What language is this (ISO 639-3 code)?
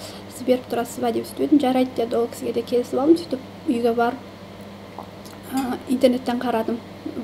kaz